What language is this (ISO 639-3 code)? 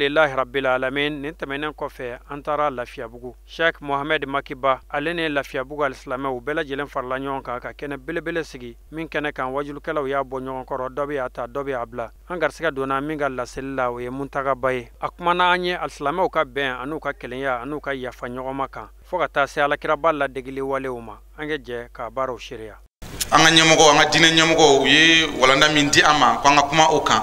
bam